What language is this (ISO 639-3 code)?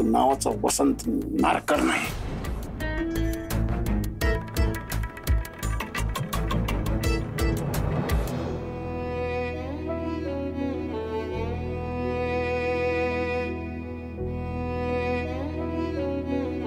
mar